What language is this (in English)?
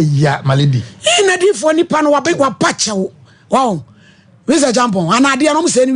Akan